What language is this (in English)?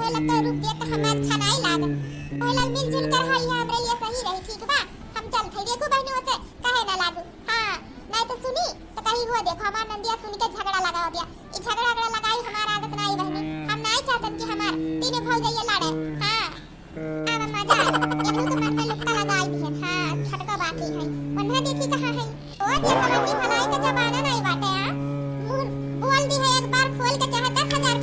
Awadhi